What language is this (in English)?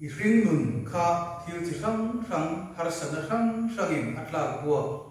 Mizo